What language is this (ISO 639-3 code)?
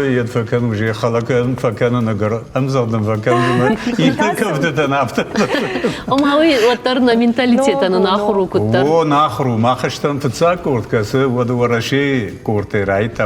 oss